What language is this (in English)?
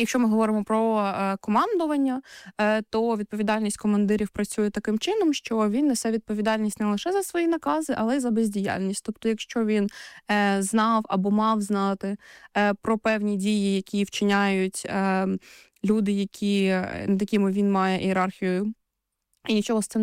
Ukrainian